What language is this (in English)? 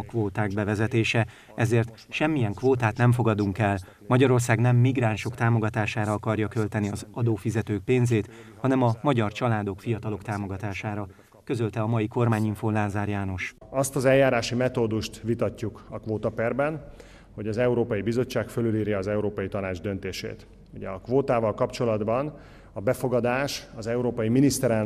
Hungarian